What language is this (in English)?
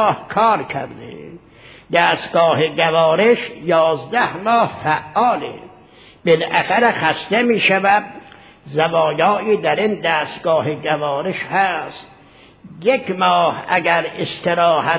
Persian